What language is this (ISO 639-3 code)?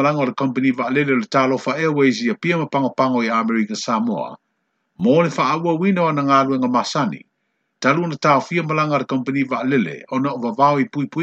smo